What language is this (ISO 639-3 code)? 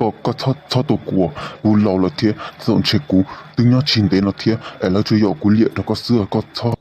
hmn